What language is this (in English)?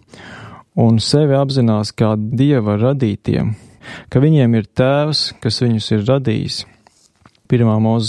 Latvian